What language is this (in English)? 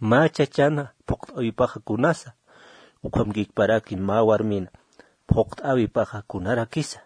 Aymara